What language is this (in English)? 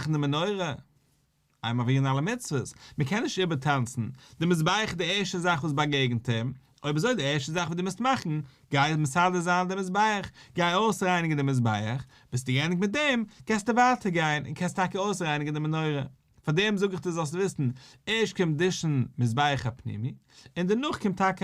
Yiddish